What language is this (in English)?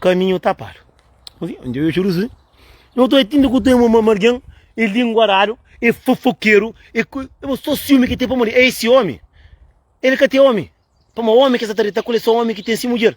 Kabuverdianu